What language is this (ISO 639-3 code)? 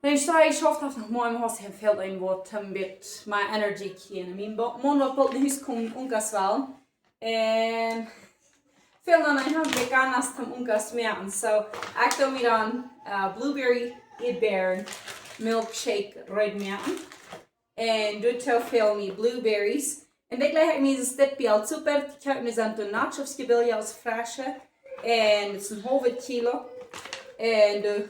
pdt